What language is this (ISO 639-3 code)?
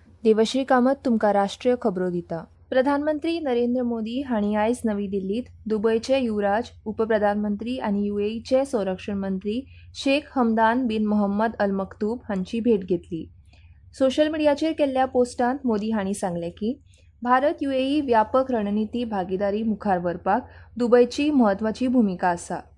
kok